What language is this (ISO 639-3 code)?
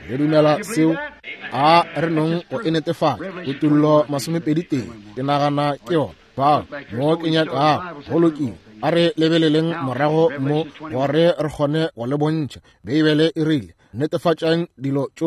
nso